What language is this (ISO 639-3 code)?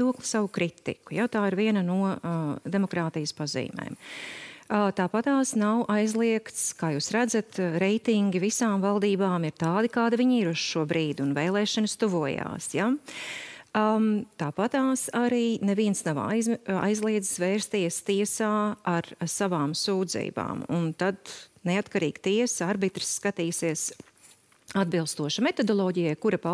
lav